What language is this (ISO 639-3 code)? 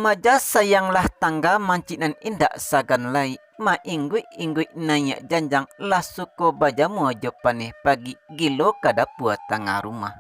min